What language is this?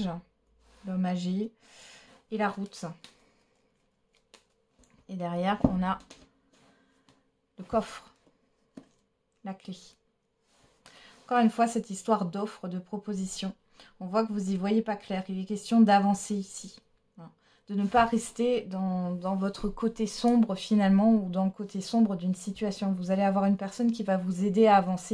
French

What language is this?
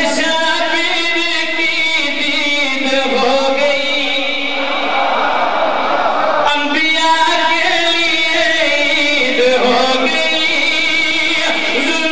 Urdu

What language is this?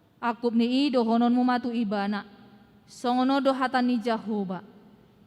Batak Toba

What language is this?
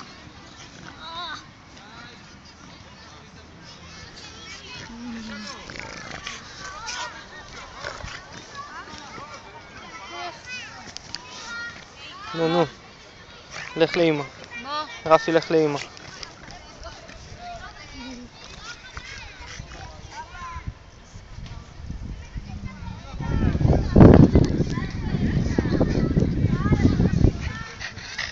Hebrew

